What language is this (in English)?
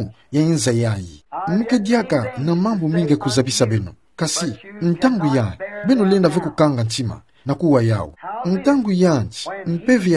Kituba (Democratic Republic of Congo)